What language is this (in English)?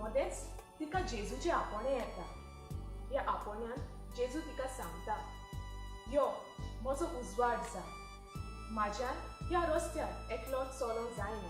Konkani